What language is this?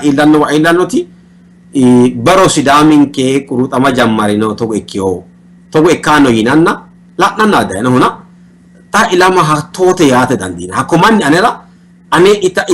Sidamo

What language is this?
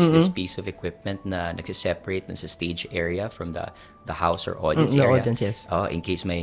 Filipino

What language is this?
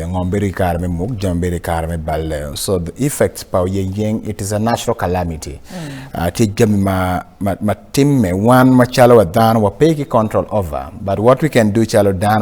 Acoli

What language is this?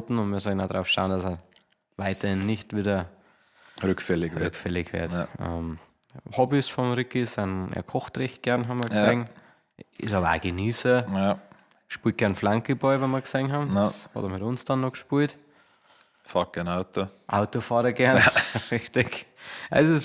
Bavarian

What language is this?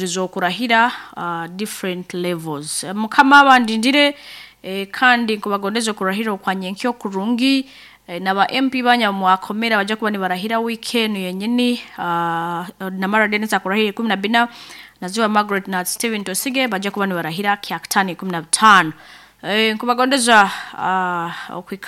Nyoro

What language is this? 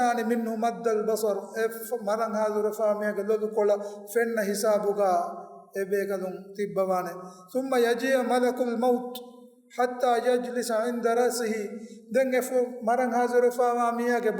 Divehi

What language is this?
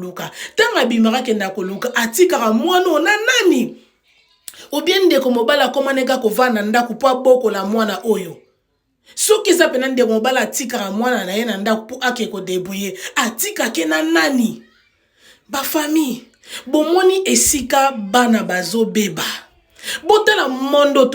Lingala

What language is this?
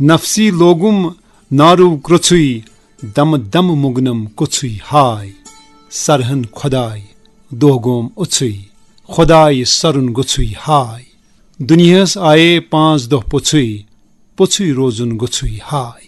Kashmiri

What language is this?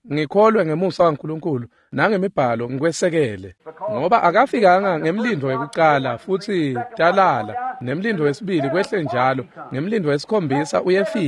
Swati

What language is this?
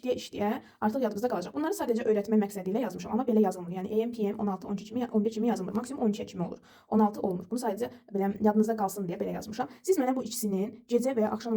Azerbaijani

